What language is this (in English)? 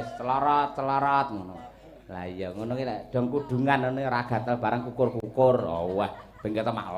Javanese